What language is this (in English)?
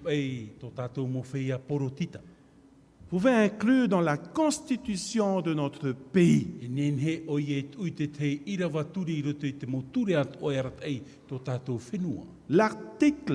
Tahitian